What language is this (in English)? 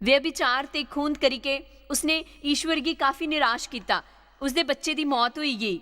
Dogri